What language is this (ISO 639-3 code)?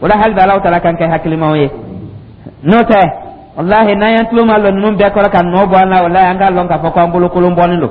dyu